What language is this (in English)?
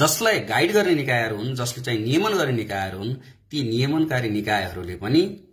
Nepali